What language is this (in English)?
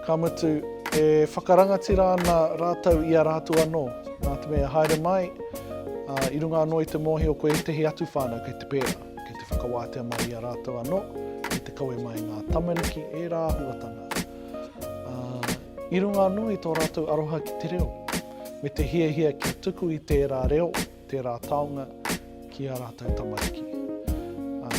Māori